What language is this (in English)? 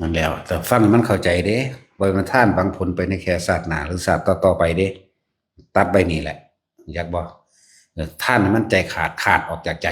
Northeastern Thai